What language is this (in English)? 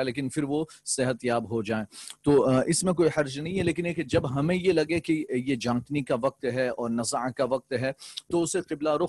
Urdu